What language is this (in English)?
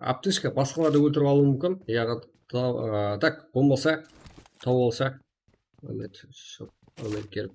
Kara-Kalpak